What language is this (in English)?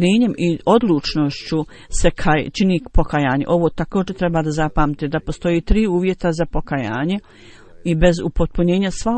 Bosnian